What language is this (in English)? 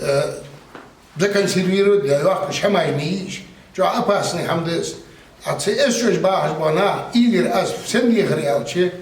Ingush